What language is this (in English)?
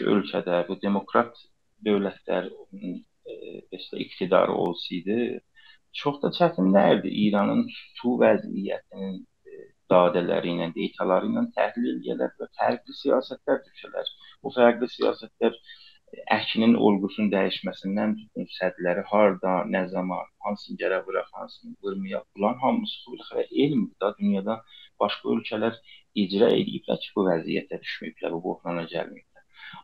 South Azerbaijani